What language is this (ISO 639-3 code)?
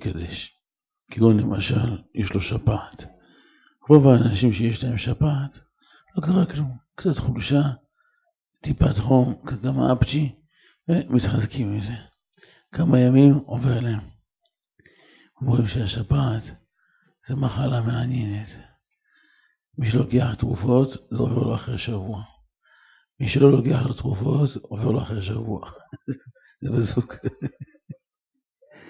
heb